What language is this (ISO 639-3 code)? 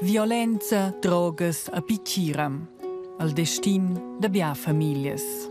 roh